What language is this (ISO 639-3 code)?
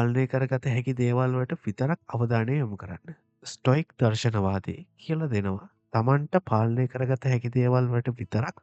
sin